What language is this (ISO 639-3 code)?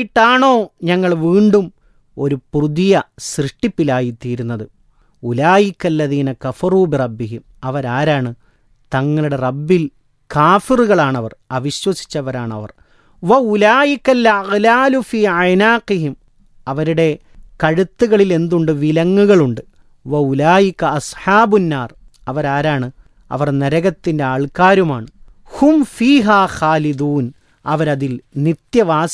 mal